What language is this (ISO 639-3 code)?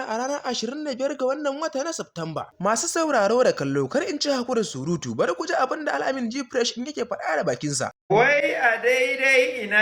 hau